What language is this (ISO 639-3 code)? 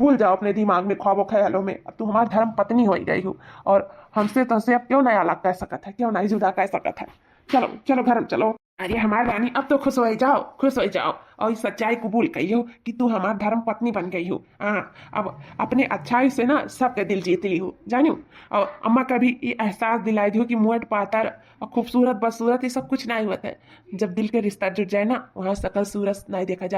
awa